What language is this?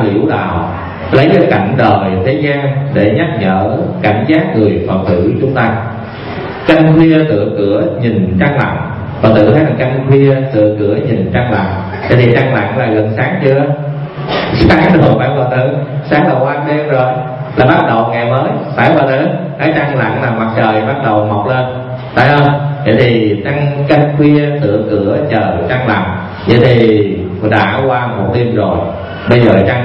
Vietnamese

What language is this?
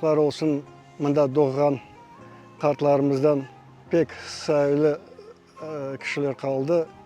Crimean Tatar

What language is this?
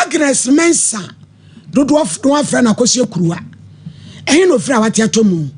Akan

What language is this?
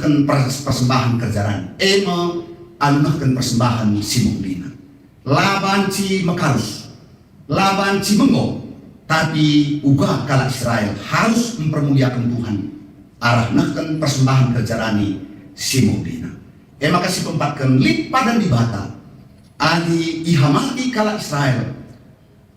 Batak Karo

